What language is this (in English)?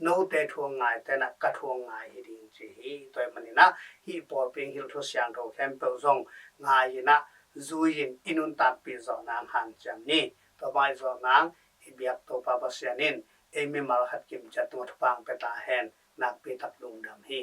Tedim Chin